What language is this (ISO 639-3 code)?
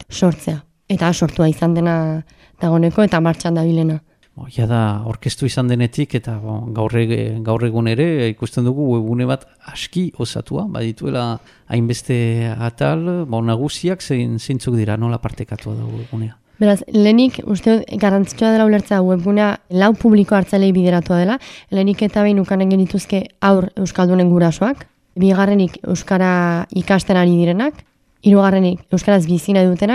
eus